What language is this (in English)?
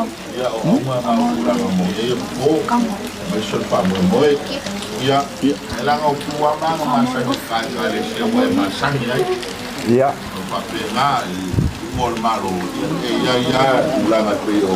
Samoan